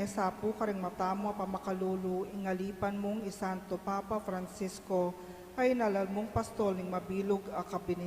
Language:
Pampanga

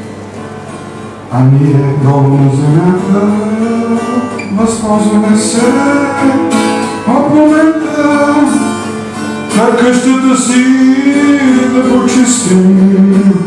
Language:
Bulgarian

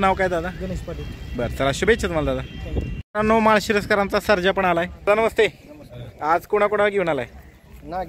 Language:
Marathi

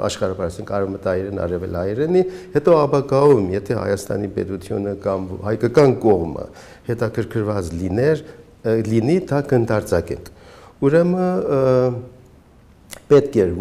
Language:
Armenian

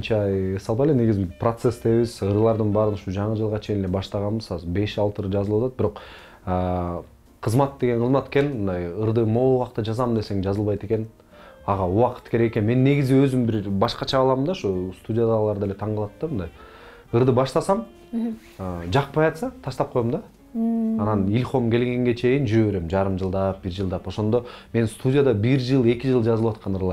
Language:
Kyrgyz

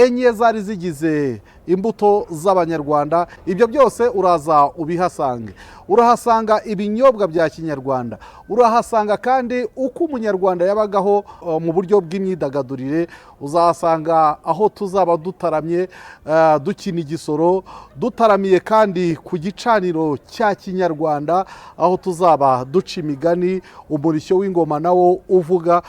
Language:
Kinyarwanda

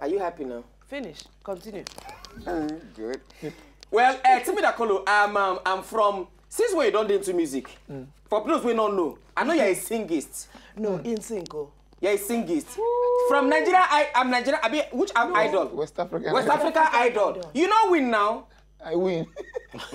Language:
Nigerian Pidgin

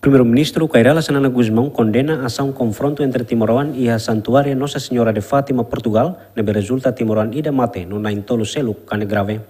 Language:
Tetum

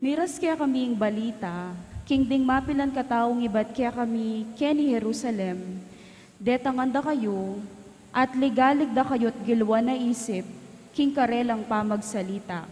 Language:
Pampanga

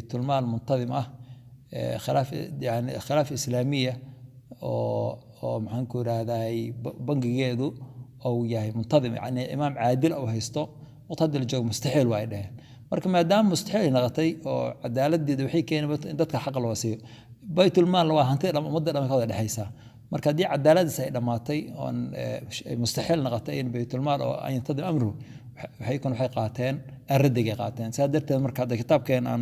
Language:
Somali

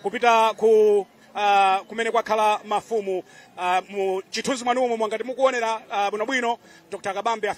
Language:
Nyanja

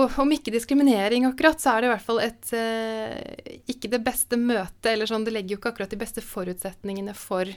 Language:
Norwegian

